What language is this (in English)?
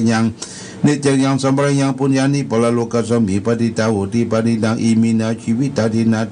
Pali